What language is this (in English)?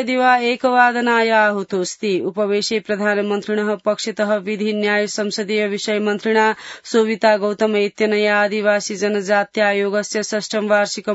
Sanskrit